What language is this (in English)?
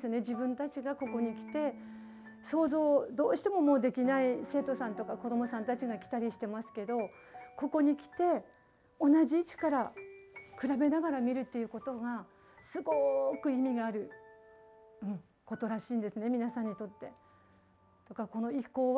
Japanese